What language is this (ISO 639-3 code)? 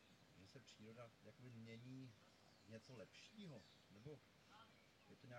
ces